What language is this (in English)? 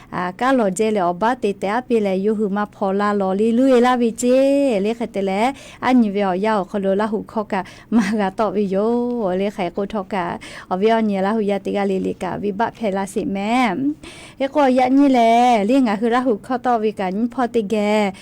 Lahu